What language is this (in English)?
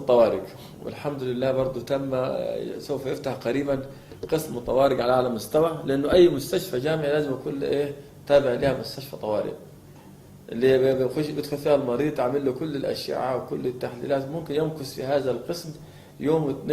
Egyptian Arabic